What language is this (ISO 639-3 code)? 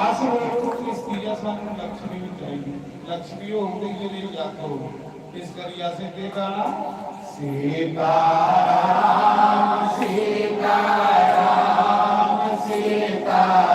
doi